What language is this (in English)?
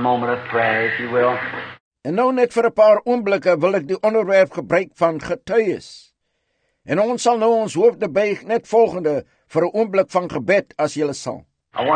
Afrikaans